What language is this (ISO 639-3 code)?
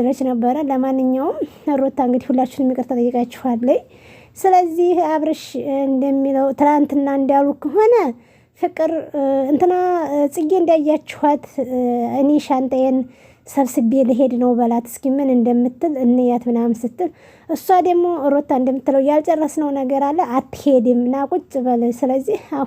amh